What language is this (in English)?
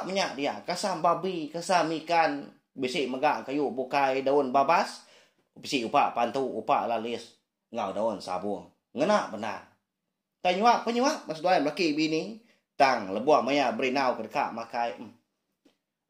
Iban